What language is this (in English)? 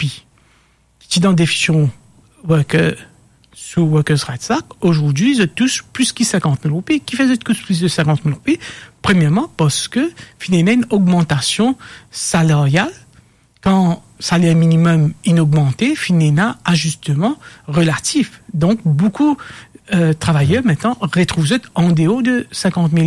Morisyen